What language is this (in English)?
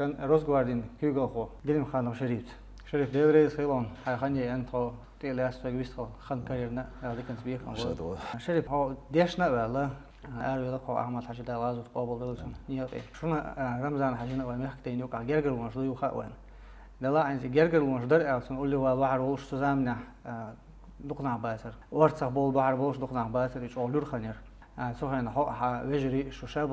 Chechen